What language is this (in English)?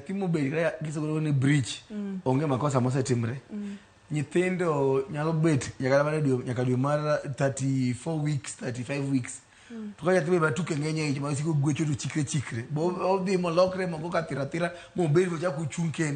Luo (Kenya and Tanzania)